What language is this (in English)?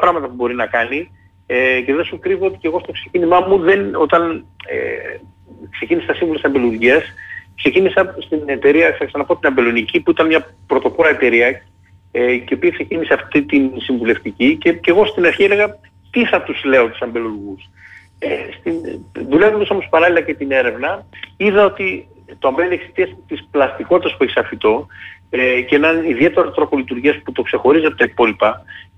Greek